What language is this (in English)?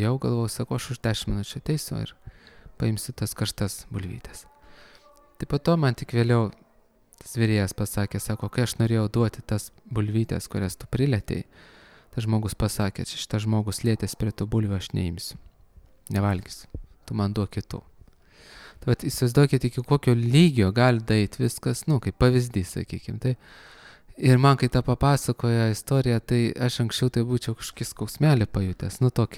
Lithuanian